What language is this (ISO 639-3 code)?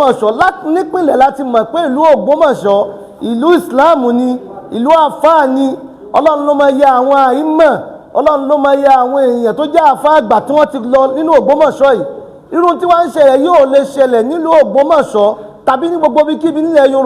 yor